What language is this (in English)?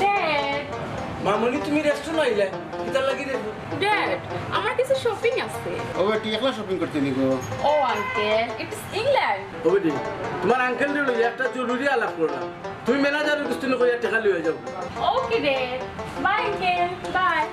Sylheti